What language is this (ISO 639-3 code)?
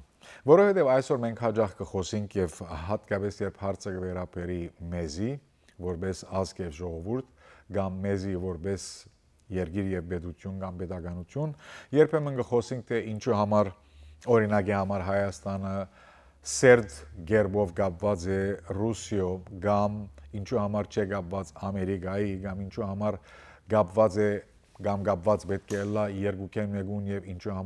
hyw